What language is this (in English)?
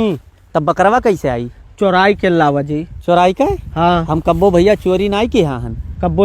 Awadhi